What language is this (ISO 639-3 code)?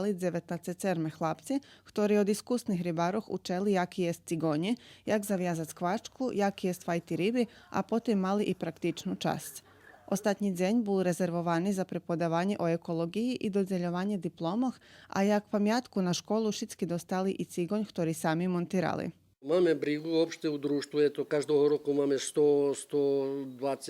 rue